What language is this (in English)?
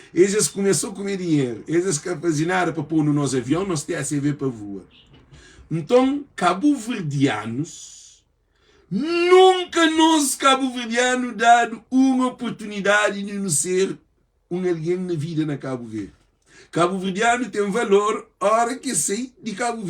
Kabuverdianu